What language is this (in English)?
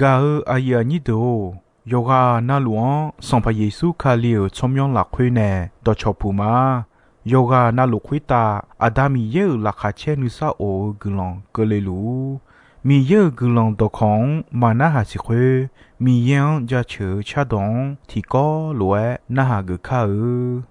Akha